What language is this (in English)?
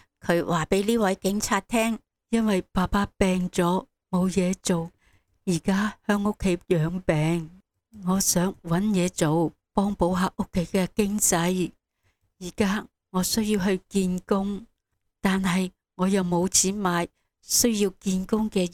Cantonese